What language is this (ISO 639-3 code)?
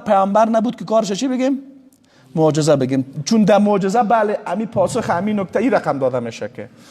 fas